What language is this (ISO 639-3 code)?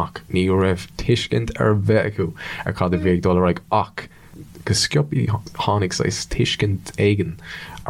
gle